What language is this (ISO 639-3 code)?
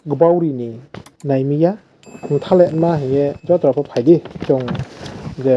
ria